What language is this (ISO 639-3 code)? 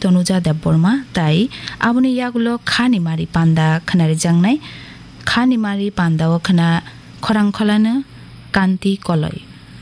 trp